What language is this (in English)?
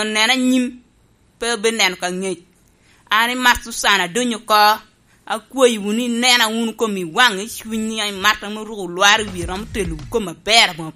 Lango (Uganda)